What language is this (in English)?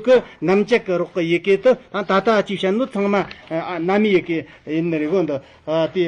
Tibetan